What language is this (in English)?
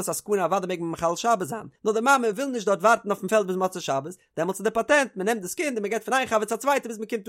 Yiddish